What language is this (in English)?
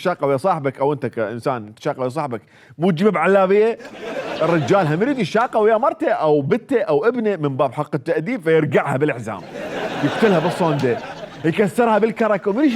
Mesopotamian Arabic